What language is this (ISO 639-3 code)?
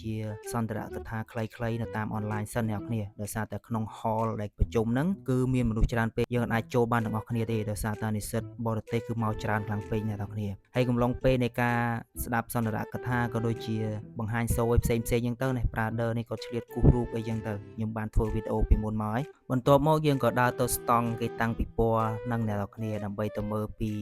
khm